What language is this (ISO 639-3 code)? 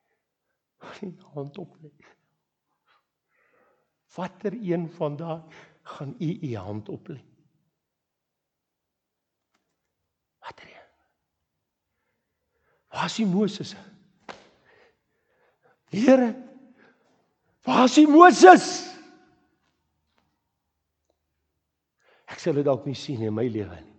afr